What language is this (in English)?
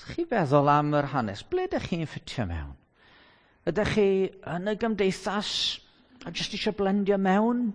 Welsh